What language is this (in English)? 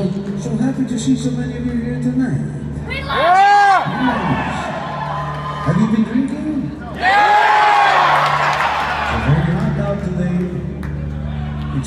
English